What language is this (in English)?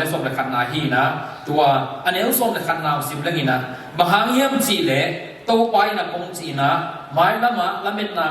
Tedim Chin